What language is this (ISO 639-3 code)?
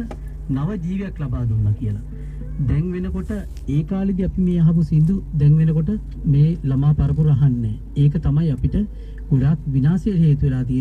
sin